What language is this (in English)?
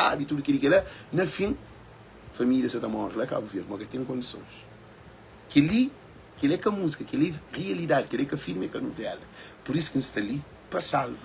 Kabuverdianu